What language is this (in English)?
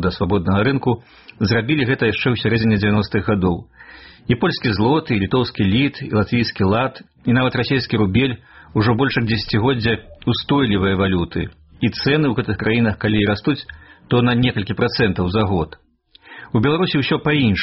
Belarusian